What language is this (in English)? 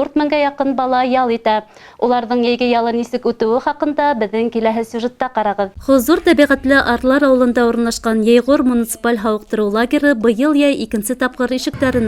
Bashkir